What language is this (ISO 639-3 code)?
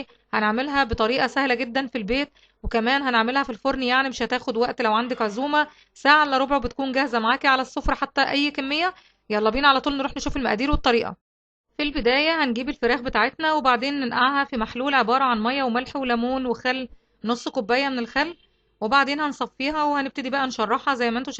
arz